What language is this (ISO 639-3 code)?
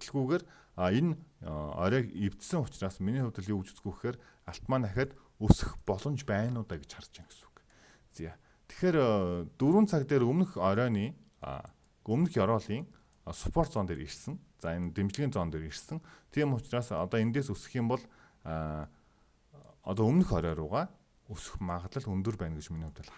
mon